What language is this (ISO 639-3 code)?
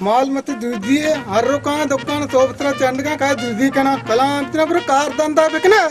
bal